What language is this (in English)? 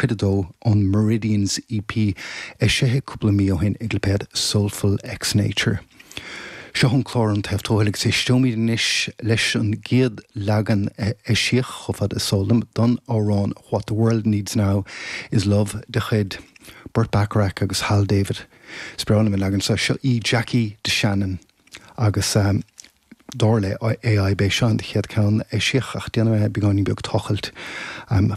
Irish